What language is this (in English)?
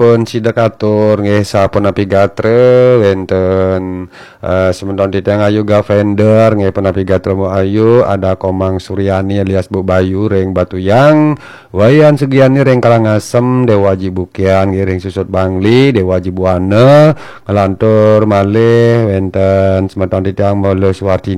Balinese